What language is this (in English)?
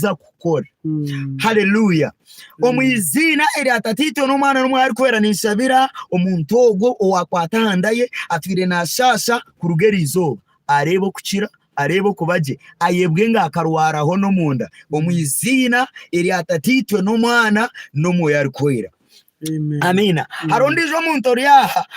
Nyankole